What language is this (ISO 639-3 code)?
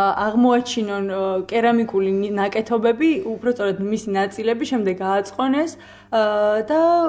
kat